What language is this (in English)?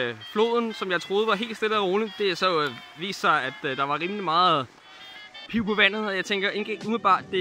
Danish